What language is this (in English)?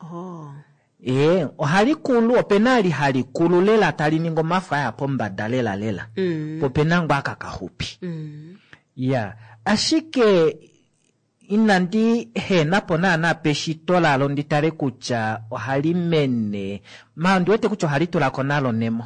Kuanyama